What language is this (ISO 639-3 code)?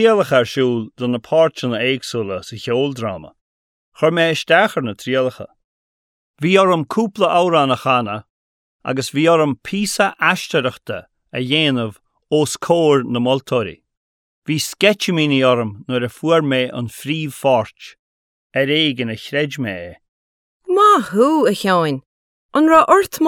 gle